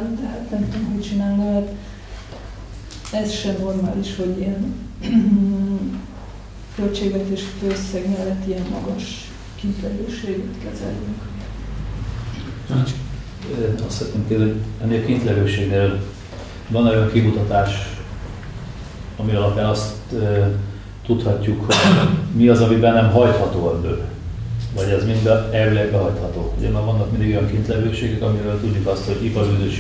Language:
Hungarian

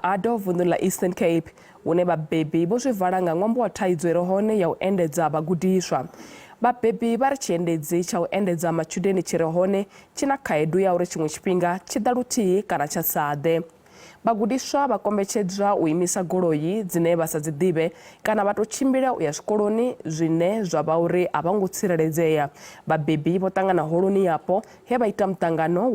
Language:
Venda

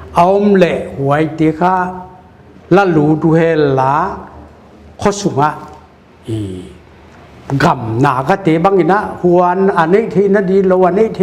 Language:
Paite Chin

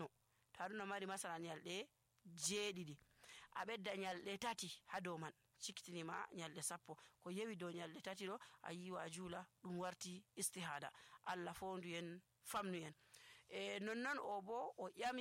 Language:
Nigerian Fulfulde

